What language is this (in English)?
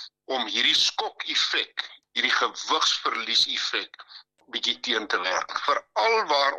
Afrikaans